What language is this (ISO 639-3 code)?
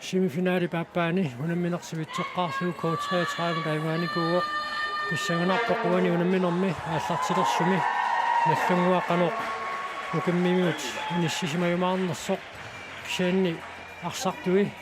kal